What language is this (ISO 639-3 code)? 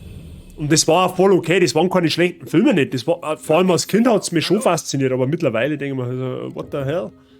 bar